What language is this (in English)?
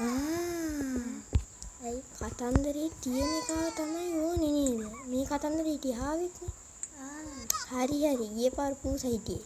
Sinhala